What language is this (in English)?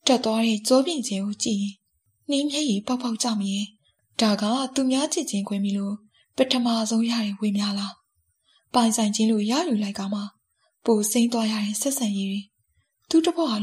Burmese